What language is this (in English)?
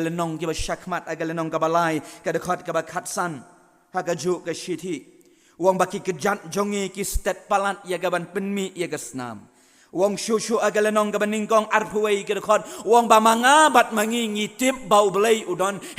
Khasi